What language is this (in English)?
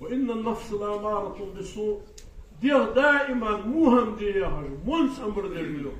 Ingush